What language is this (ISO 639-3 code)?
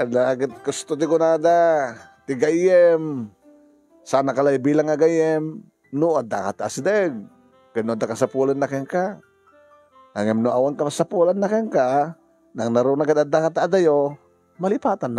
ilo